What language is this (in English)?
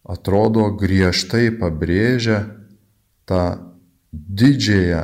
Lithuanian